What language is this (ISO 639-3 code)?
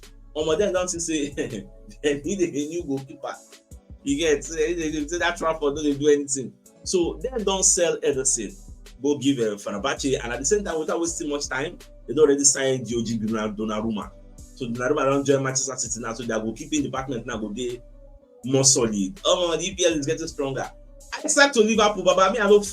pcm